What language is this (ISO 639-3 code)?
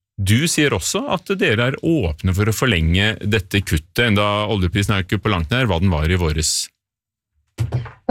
nor